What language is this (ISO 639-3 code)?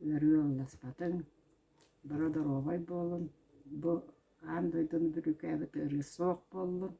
sah